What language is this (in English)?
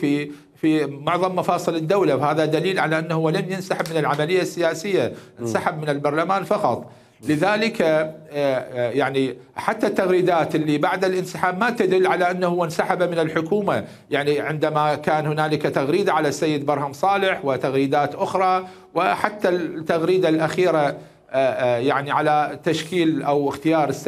Mesopotamian Arabic